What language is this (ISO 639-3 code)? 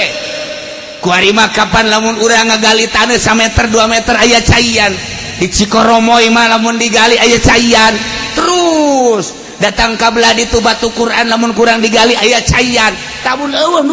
sun